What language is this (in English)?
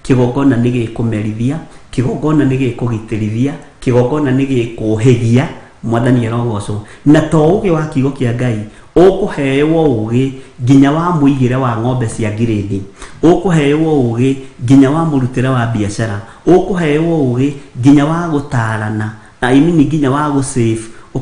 Kikuyu